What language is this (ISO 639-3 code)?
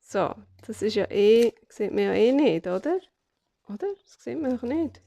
gsw